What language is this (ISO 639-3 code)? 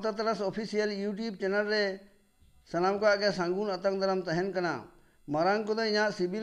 sat